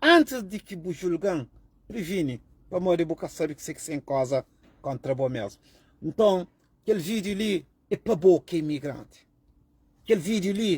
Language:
Kabuverdianu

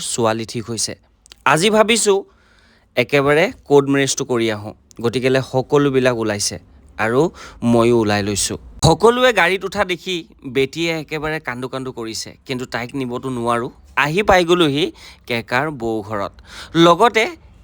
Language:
Assamese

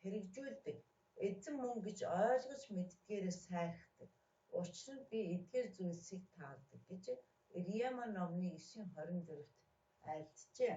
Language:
Mongolian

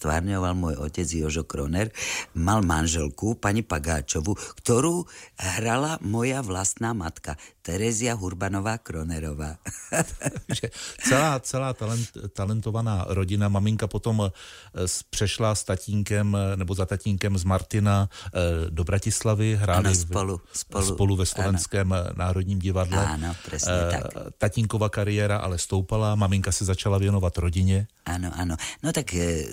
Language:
Slovak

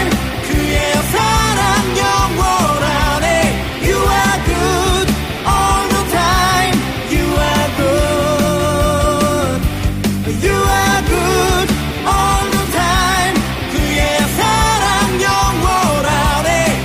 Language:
Korean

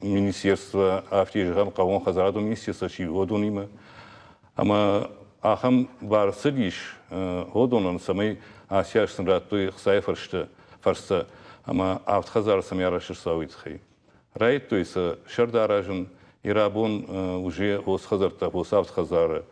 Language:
Ossetic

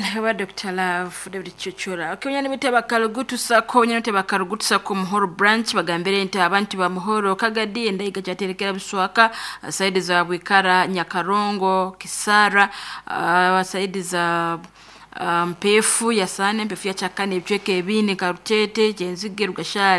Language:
Nyoro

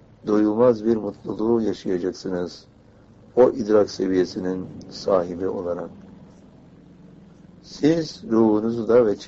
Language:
Turkish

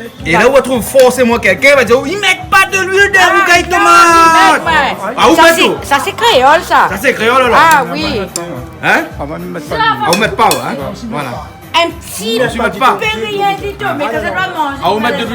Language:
Réunion Creole French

